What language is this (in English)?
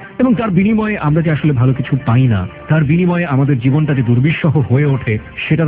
Bangla